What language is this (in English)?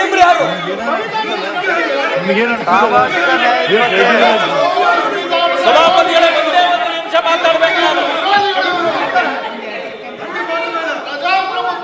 Kannada